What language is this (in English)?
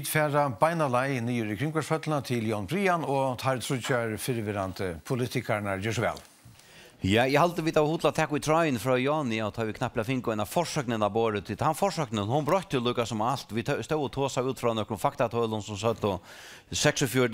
Faroese